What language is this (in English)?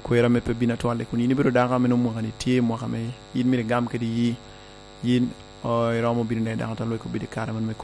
Lango (Uganda)